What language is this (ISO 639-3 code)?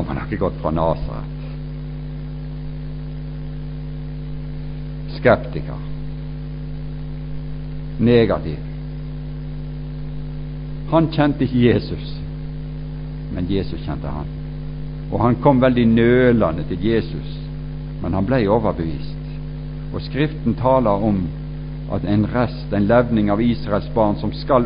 nor